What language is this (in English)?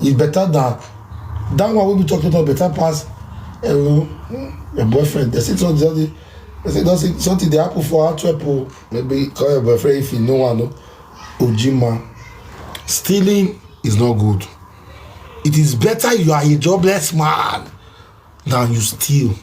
Nigerian Pidgin